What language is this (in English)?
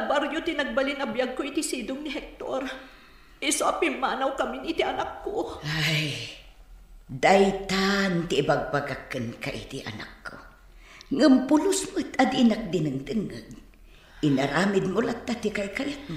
Iloko